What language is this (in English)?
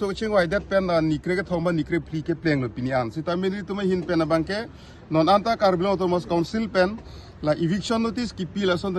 Karbi